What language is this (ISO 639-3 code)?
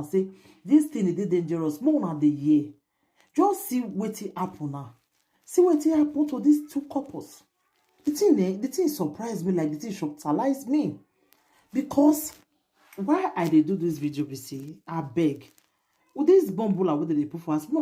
pcm